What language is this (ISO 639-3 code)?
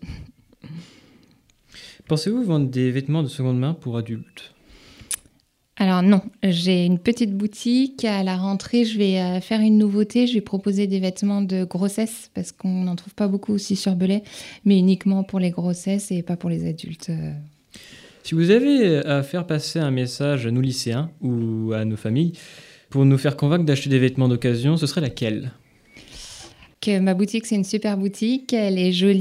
fra